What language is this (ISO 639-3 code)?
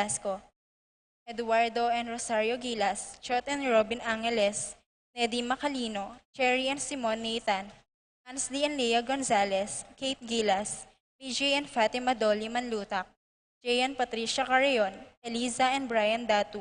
pam